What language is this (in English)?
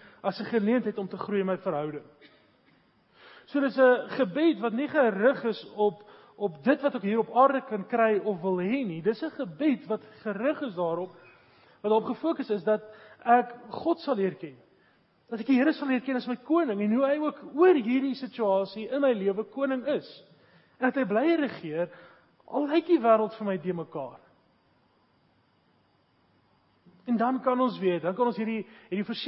Afrikaans